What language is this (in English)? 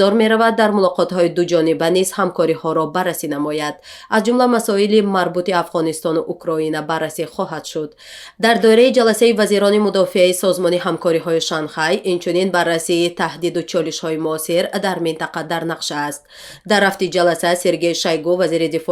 Tajik